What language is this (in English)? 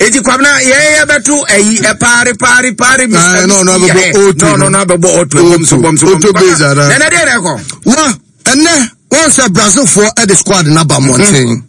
Akan